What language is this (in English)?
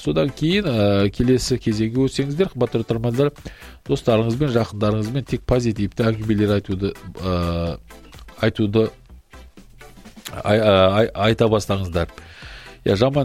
Kazakh